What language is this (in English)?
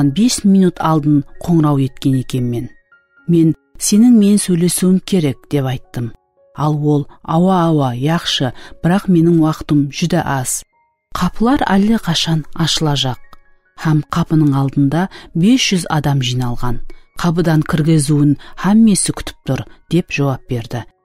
Kara-Kalpak